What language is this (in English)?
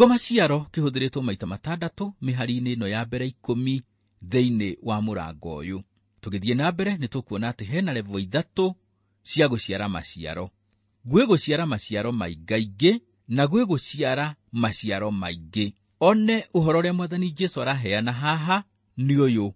Kikuyu